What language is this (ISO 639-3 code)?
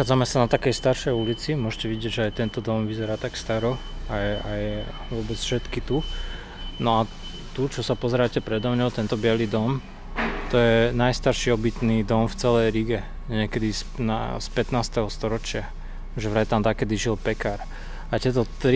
slk